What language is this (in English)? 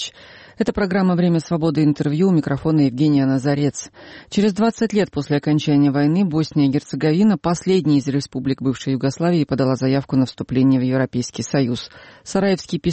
Russian